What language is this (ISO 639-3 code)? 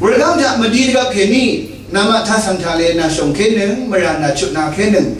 raw